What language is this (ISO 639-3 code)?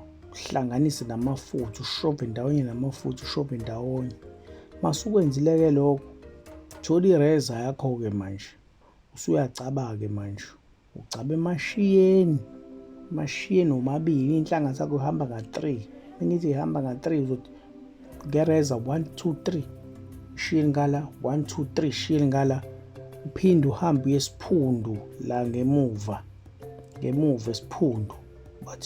zul